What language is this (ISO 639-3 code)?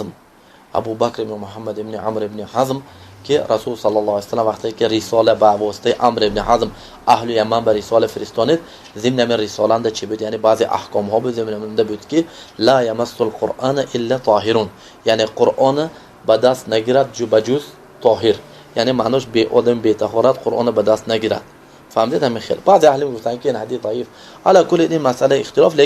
tgk